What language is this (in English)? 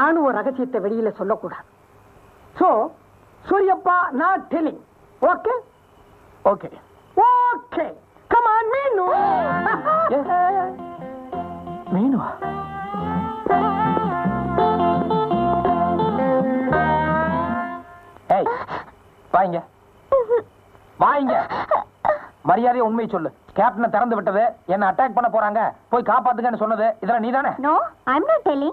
Tamil